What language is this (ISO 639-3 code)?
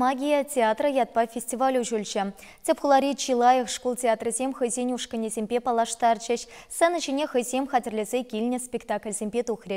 chv